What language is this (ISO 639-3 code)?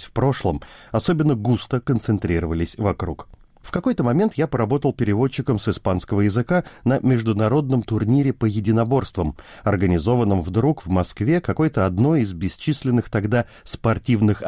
rus